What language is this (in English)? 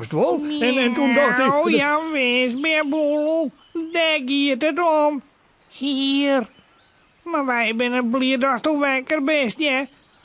Western Frisian